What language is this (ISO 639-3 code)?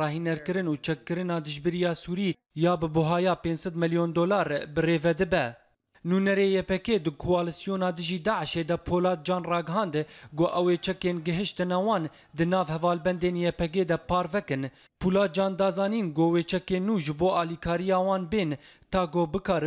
kur